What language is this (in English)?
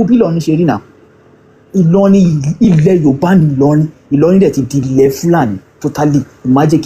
Yoruba